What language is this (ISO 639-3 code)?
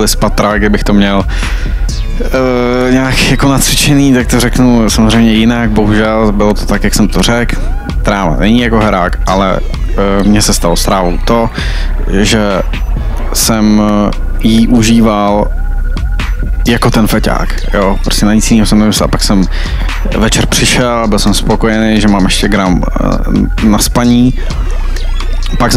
ces